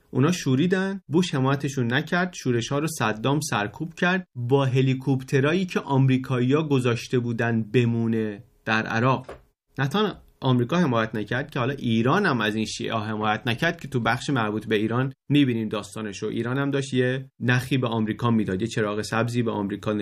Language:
Persian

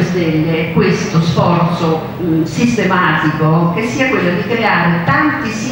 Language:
Italian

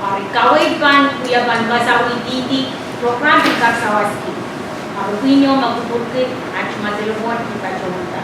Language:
Pohnpeian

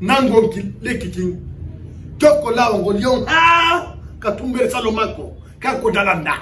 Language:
Fula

